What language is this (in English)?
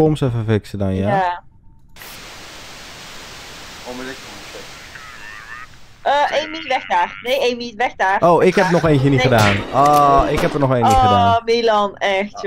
Dutch